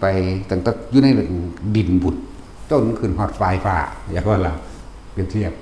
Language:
Northeastern Thai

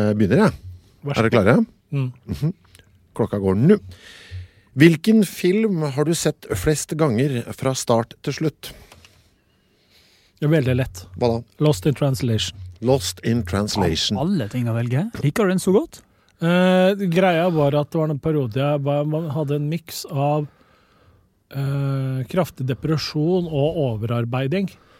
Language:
Norwegian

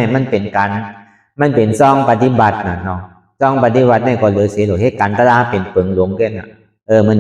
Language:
Shan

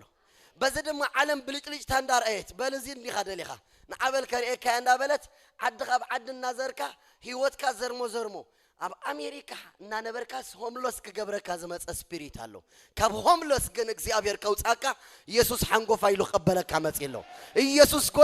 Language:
Tigrinya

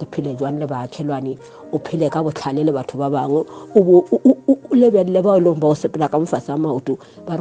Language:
Northern Sotho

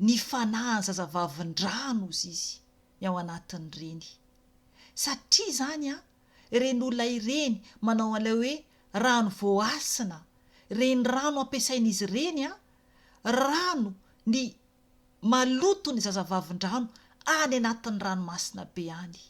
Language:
Malagasy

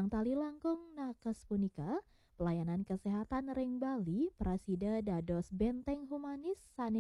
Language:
Balinese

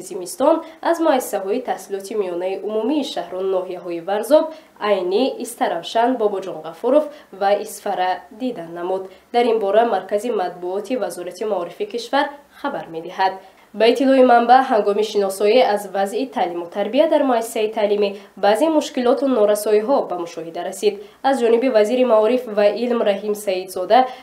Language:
Tajik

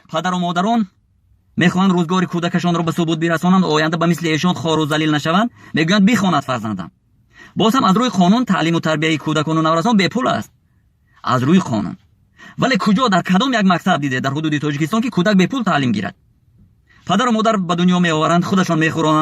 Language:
Tajik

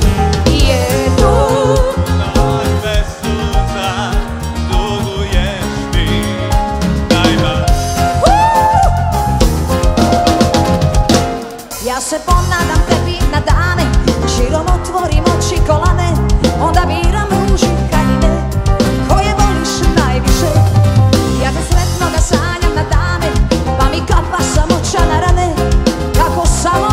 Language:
Croatian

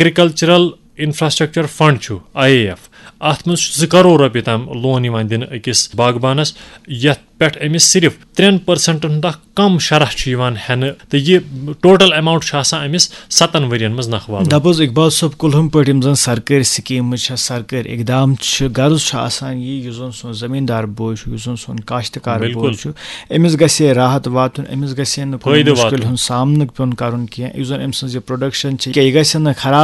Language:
Kashmiri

